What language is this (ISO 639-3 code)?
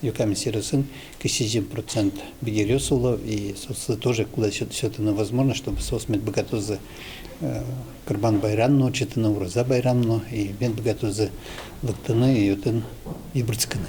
udm